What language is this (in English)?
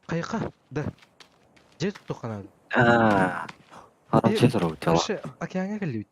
Yakut